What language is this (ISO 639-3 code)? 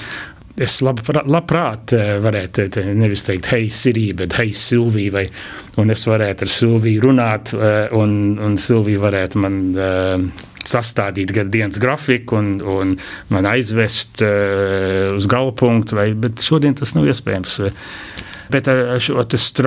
lav